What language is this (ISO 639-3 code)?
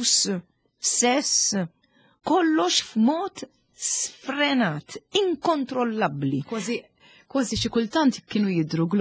mlt